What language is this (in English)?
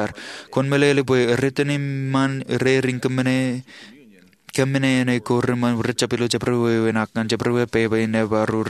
Marshallese